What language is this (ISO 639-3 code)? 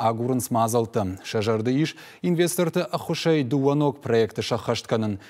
oss